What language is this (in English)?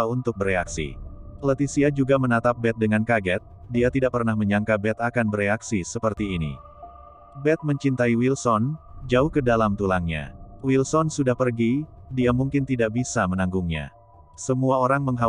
Indonesian